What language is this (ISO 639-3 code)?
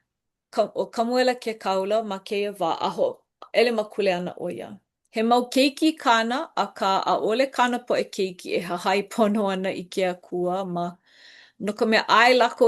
haw